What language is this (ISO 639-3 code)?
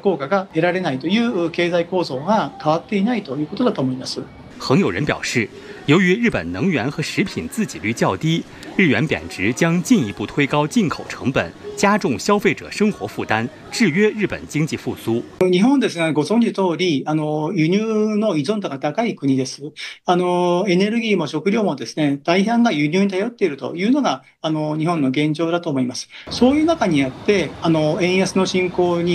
jpn